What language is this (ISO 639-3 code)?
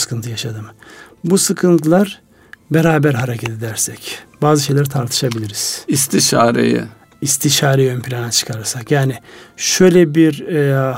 tur